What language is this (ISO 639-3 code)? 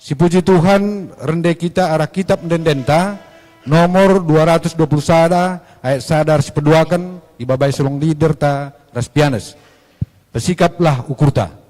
btx